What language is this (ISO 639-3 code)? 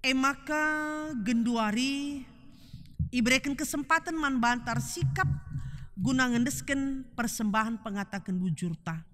btx